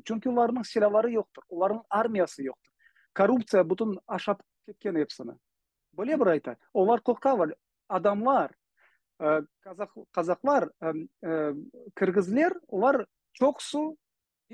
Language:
Crimean Tatar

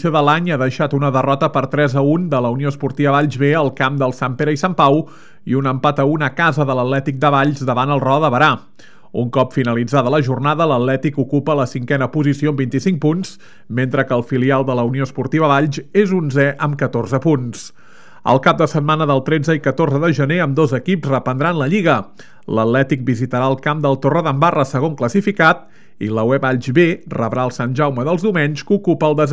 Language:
Catalan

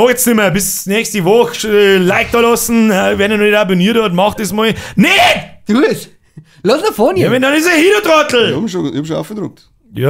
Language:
Bavarian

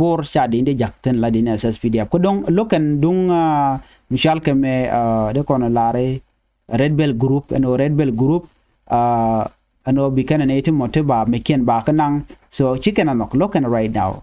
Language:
Nuer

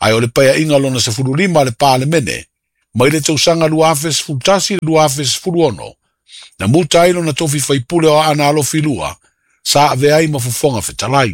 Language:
Samoan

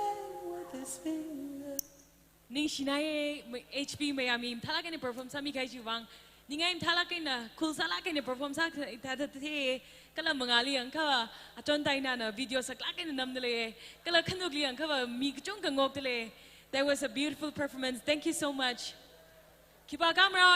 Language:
Tangkhul Naga (India)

